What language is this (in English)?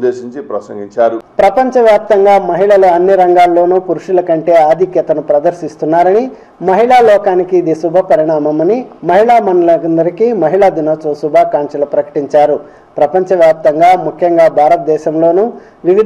Telugu